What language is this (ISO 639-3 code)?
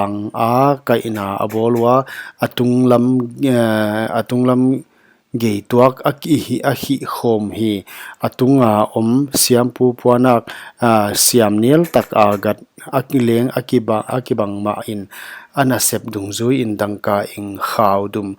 pck